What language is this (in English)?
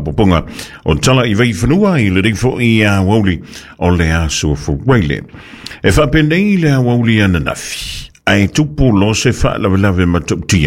Samoan